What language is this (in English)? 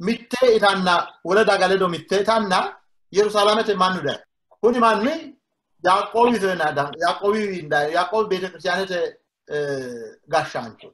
Sidamo